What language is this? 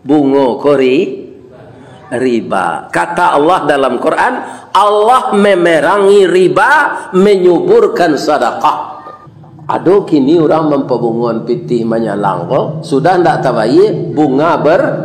Minangkabau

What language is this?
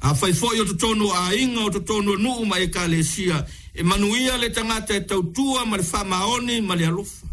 Samoan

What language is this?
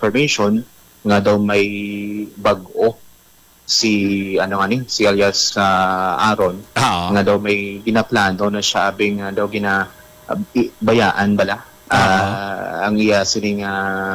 Hiligaynon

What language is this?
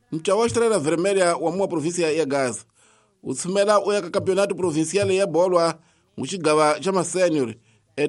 Tsonga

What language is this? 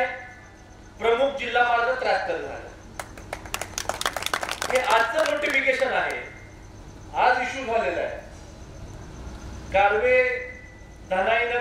Marathi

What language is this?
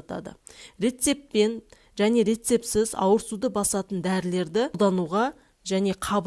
Kazakh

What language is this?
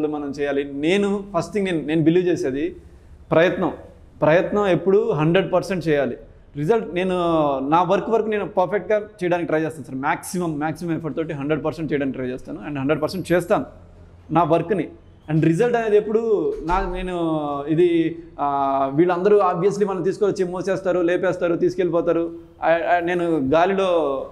Telugu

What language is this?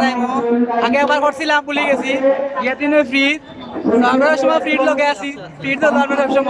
Sylheti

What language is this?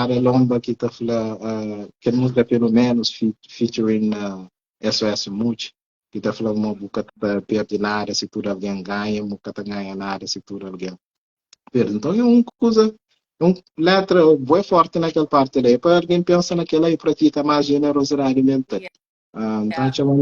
Kabuverdianu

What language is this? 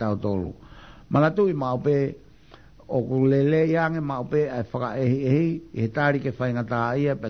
Tongan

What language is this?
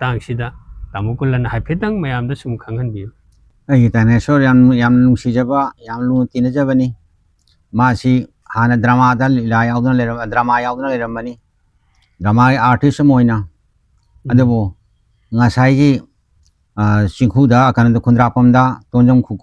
Manipuri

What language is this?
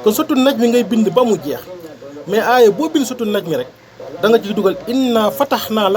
Wolof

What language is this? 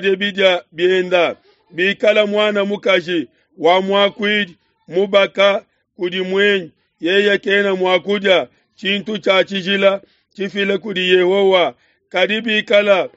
Luba-Lulua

